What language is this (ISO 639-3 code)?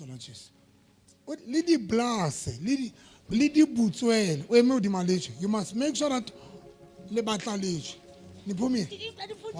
sot